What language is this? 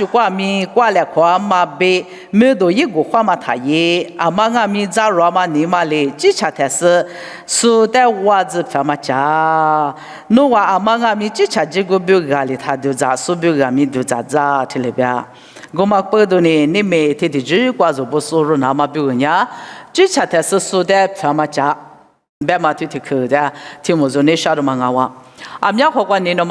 Lisu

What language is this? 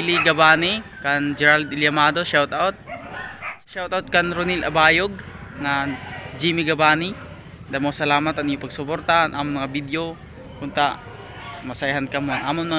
Waray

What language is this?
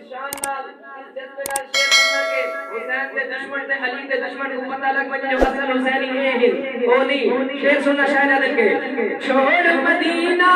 Saraiki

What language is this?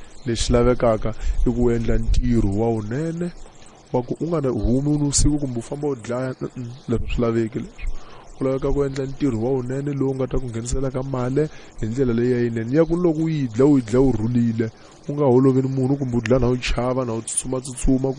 Tsonga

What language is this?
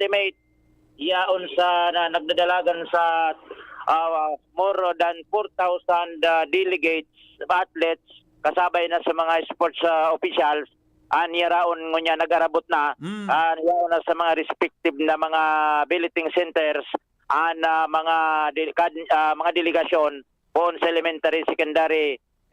Bikol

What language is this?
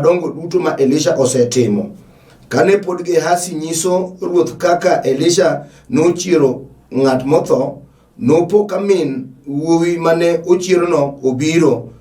Luo (Kenya and Tanzania)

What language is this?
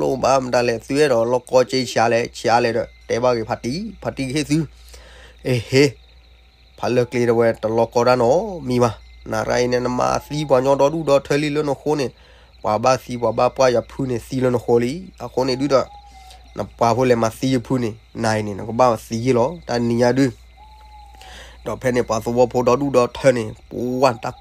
S'gaw Karen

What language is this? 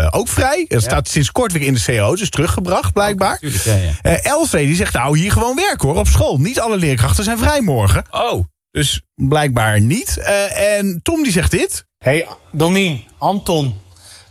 Dutch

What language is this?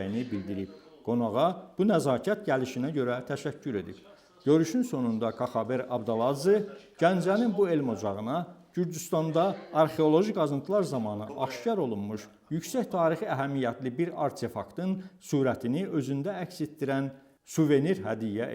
Azerbaijani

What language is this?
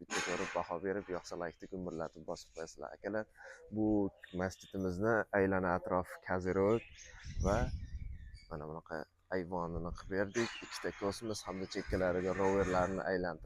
Uzbek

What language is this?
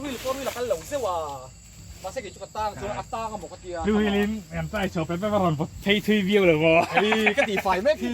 Mizo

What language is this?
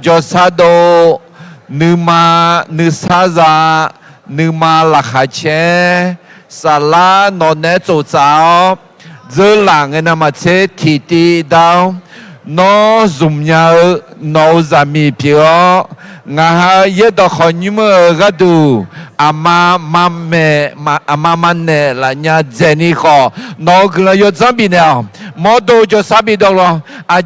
Akha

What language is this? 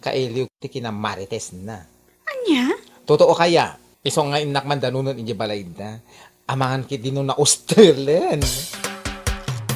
Iloko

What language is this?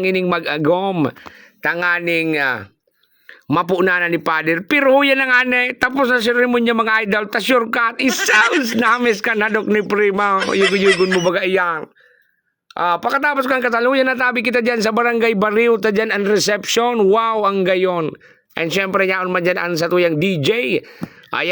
Bikol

